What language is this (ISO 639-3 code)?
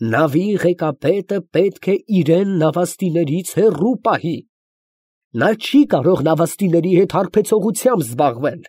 hye